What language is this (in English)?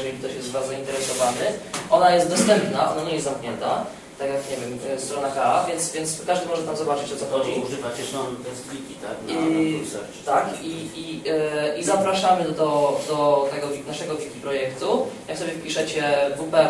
Polish